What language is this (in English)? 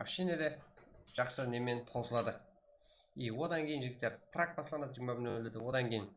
Kara-Kalpak